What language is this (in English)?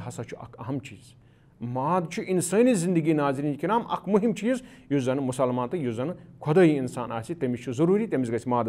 Kashmiri